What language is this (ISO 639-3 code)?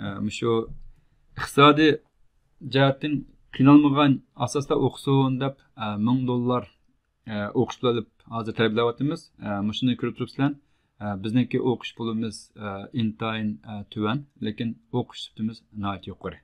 uig